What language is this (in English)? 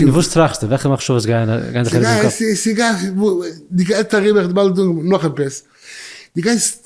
Yiddish